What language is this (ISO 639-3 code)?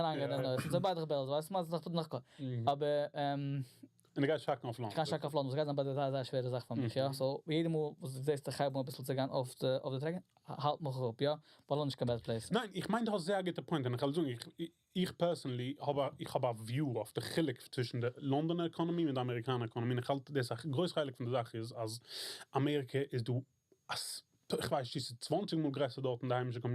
yid